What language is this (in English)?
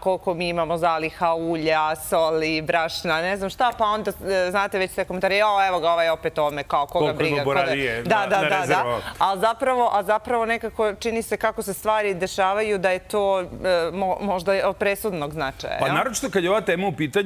Serbian